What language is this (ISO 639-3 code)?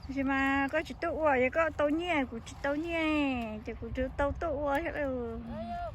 hmn